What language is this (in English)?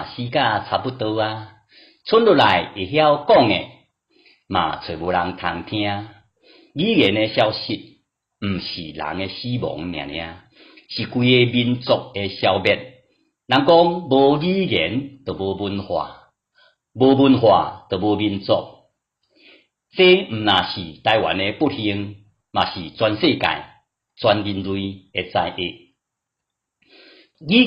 Min Nan Chinese